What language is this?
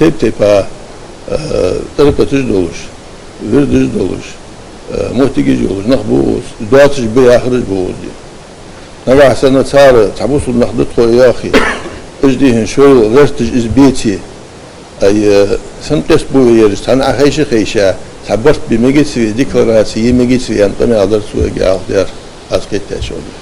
Ingush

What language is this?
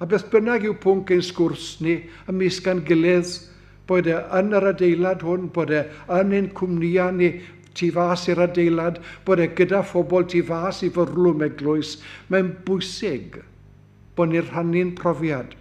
Welsh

